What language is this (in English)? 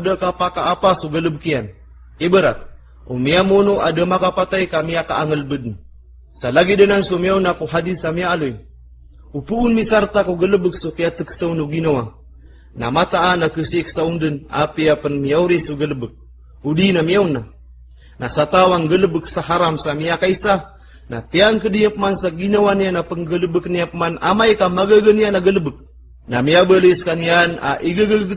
Maranao